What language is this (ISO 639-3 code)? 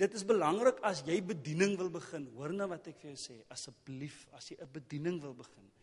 afr